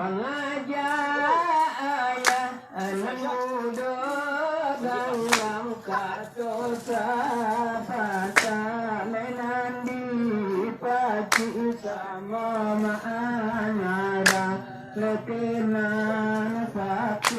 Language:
Minangkabau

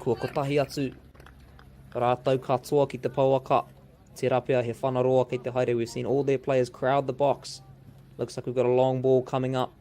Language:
Māori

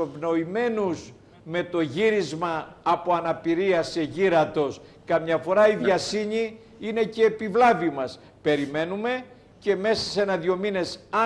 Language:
Greek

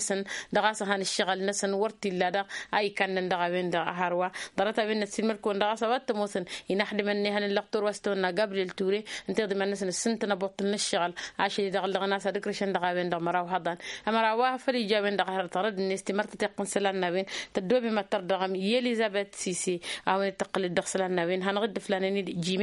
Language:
Tamasheq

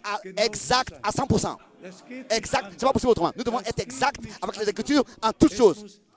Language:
French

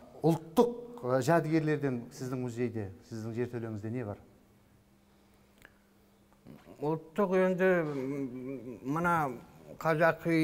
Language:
Kazakh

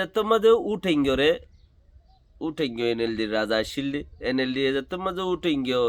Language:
Rohingya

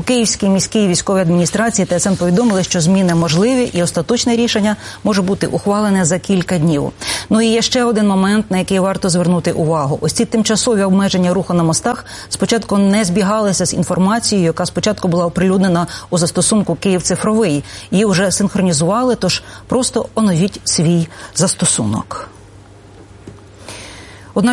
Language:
Ukrainian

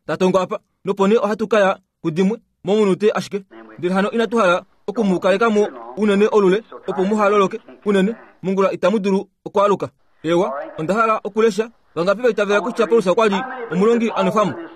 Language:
Kuanyama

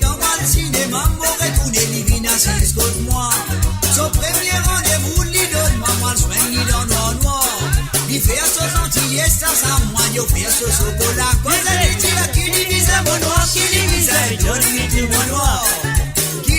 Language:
Morisyen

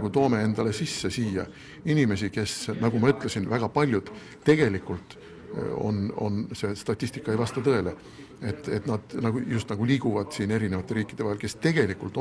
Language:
Estonian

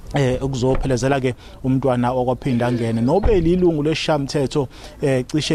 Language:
Zulu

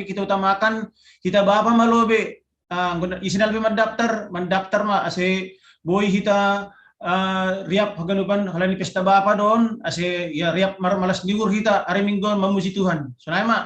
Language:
Batak Simalungun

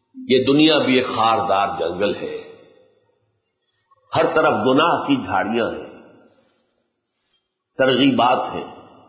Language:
Urdu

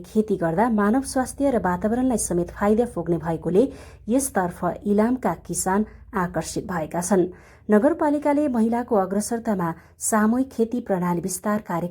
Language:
Nepali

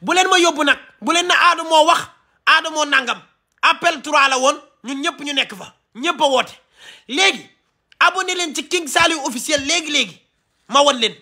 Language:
Wolof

